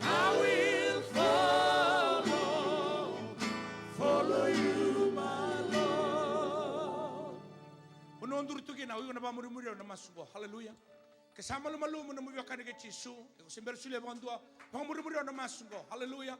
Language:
Fijian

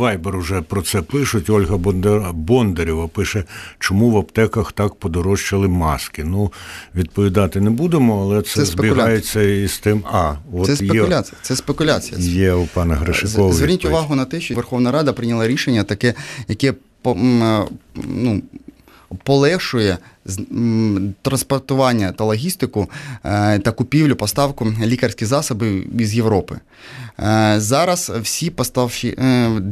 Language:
Ukrainian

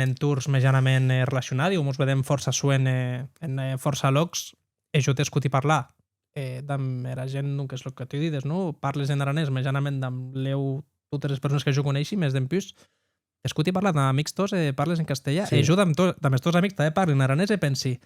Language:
Occitan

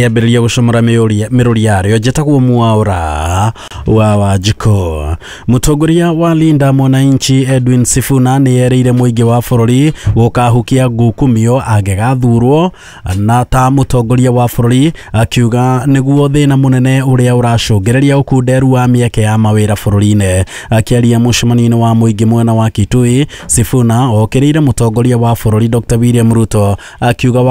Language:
Kikuyu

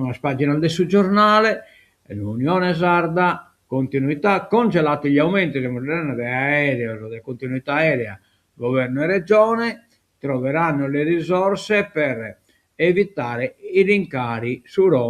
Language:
Sardinian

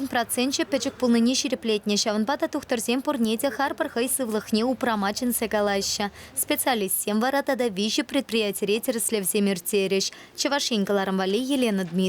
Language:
Chuvash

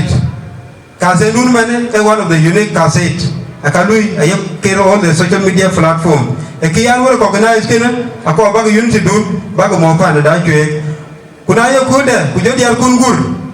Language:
Dinka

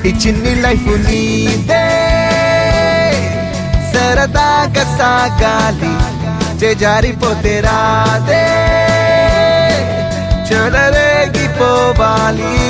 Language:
Telugu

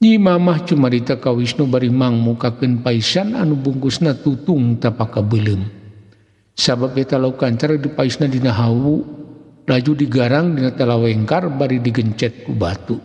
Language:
Sundanese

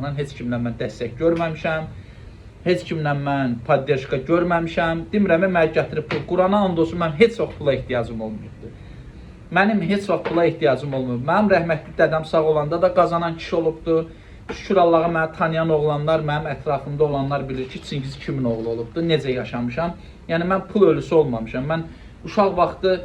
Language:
Azerbaijani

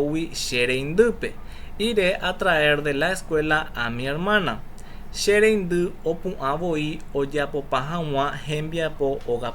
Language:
Guarani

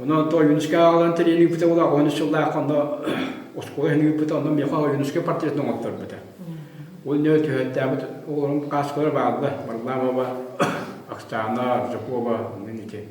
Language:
Yakut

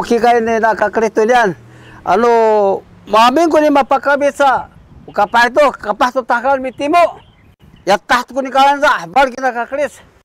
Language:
Sakizaya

